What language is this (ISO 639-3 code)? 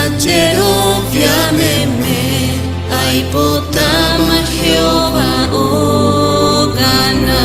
grn